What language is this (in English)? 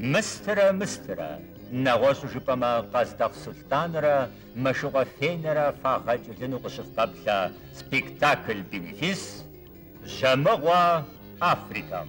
Kabardian